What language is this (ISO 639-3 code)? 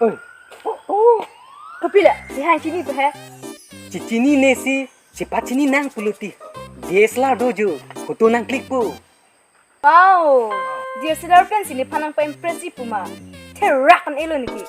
mjw